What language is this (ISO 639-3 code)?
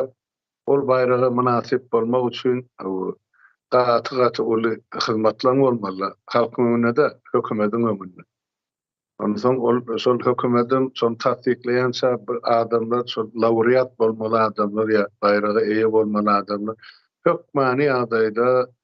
tuk